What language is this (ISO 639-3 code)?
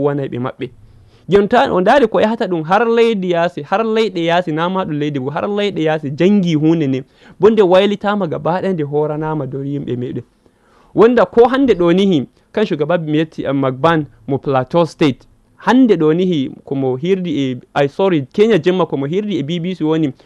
ful